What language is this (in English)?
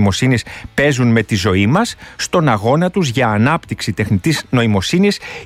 Greek